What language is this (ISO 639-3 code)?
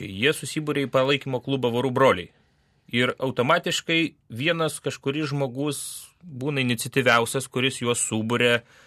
lit